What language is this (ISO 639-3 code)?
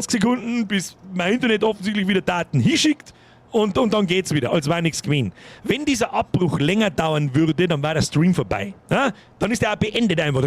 bar